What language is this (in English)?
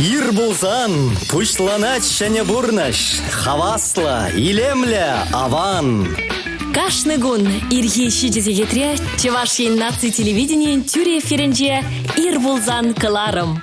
Chuvash